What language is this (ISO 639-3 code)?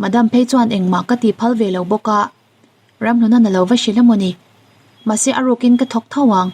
lus